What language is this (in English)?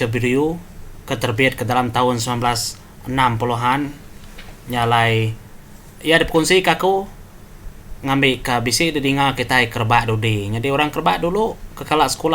Iban